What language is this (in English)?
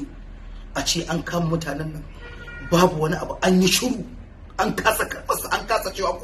Hausa